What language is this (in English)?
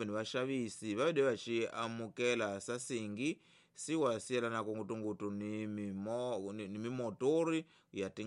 Tsonga